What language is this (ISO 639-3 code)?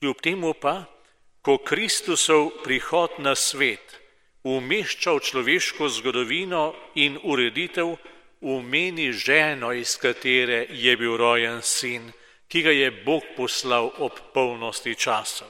slv